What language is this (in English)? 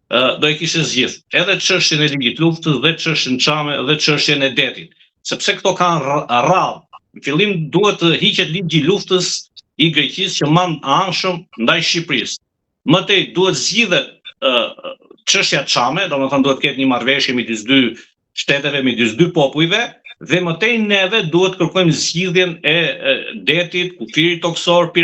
Albanian